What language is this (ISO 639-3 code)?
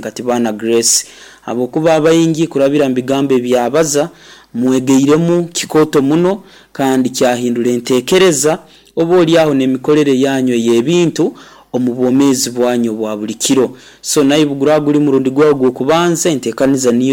nyo